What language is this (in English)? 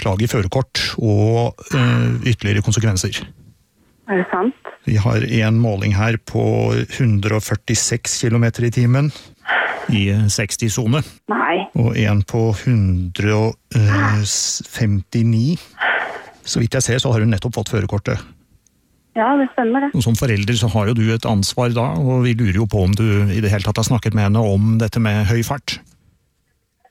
Norwegian